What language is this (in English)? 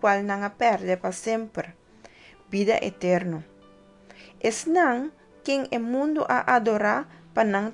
Papiamento